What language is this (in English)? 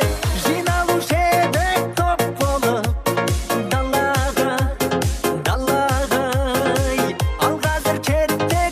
Kara-Kalpak